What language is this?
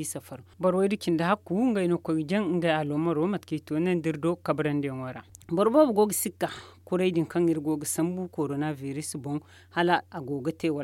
Zarma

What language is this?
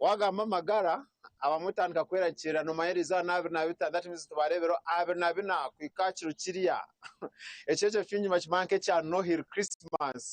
Nyankole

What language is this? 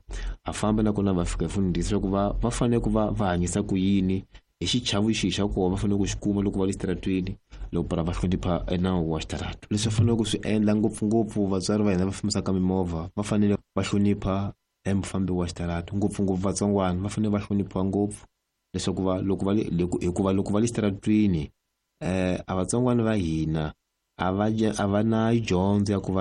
Tsonga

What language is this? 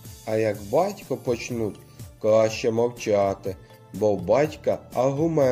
Ukrainian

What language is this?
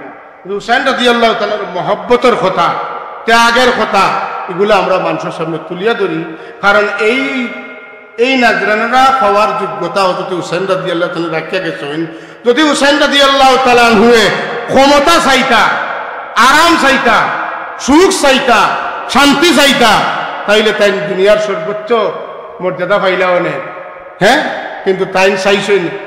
Sylheti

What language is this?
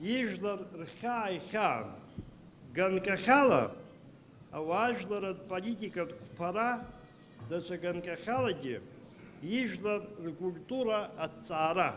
Abkhazian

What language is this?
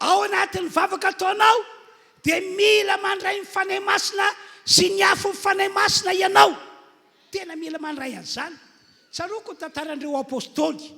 Malagasy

